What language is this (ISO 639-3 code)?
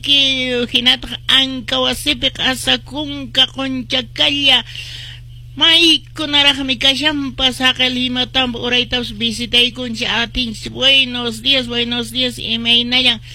que